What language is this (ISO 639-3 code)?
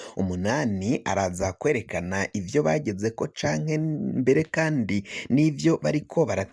run